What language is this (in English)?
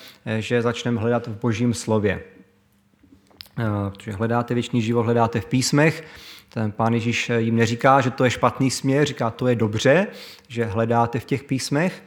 Czech